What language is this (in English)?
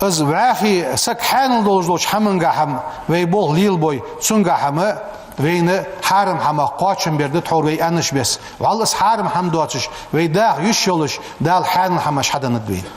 Ingush